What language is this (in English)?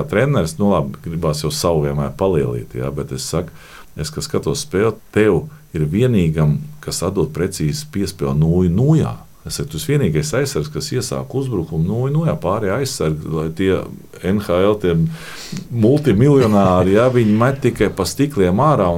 Latvian